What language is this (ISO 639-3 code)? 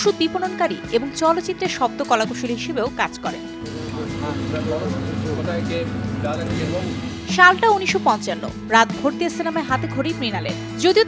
ben